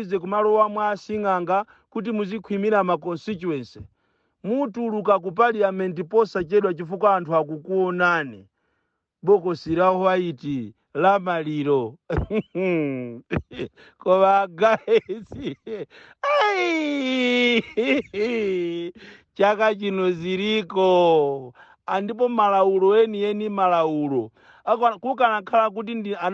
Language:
Nyanja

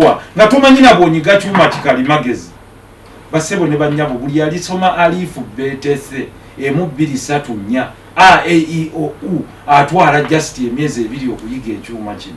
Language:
Ganda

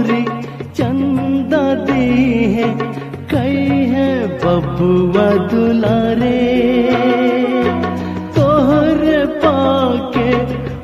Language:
Bhojpuri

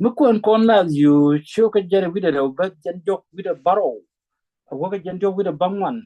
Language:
Nuer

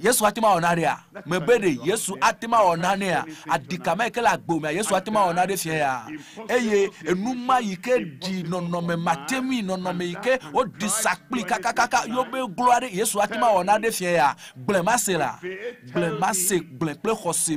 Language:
Ewe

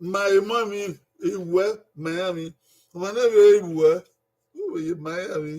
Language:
Bini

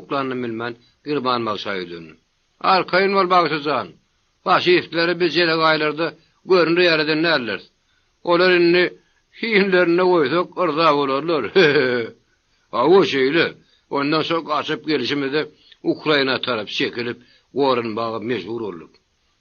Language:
Turkmen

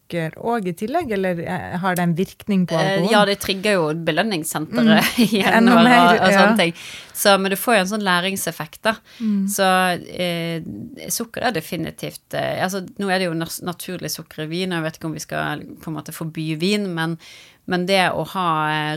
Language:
Norwegian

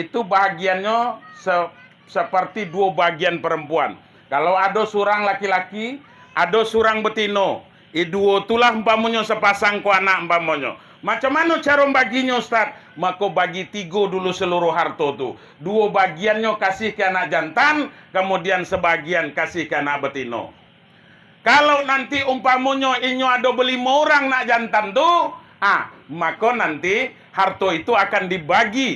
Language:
Minangkabau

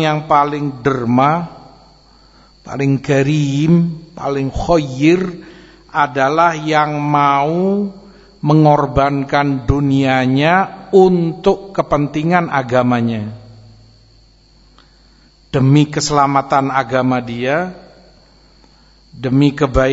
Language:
Indonesian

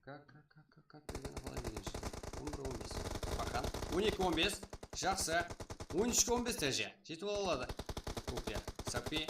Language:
Kara-Kalpak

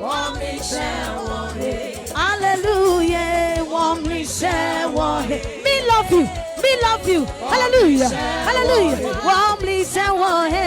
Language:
Adangme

